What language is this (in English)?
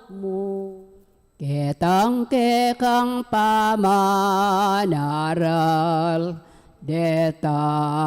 Pampanga